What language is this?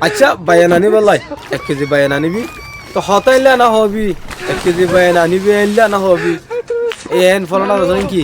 Rohingya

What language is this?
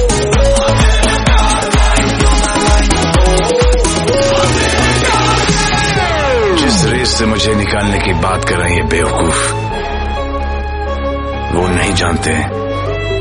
Hindi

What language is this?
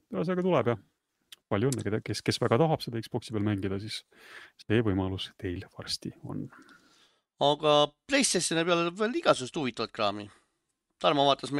Estonian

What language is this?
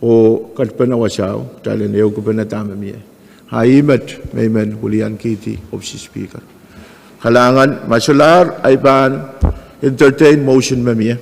Pohnpeian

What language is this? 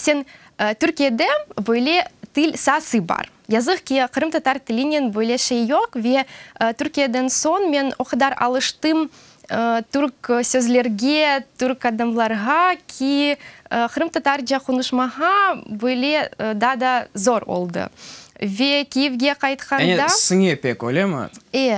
Crimean Tatar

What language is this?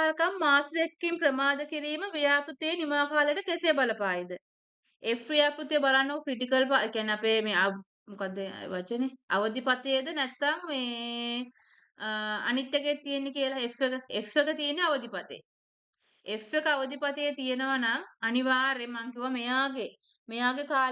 Sinhala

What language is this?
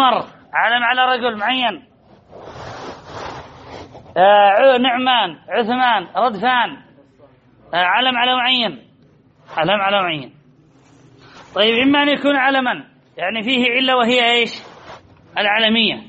Arabic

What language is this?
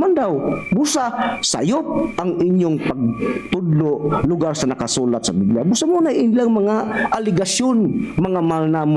Cebuano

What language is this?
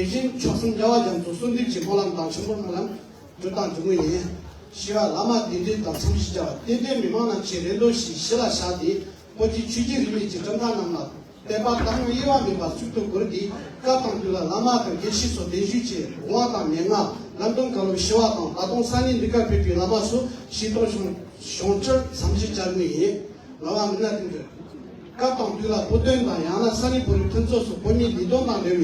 Tibetan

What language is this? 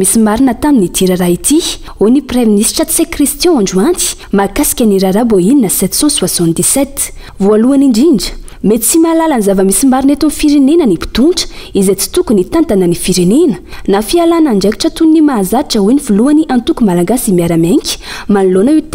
Malagasy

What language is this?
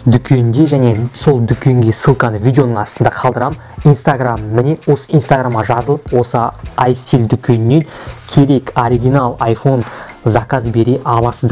Kazakh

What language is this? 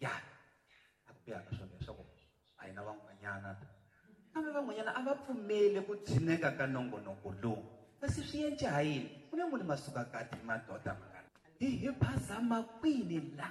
Tsonga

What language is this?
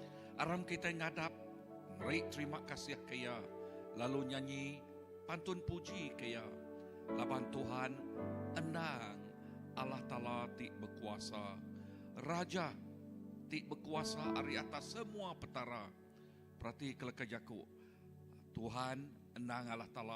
Iban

